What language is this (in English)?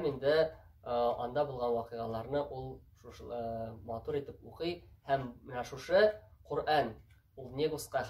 Tatar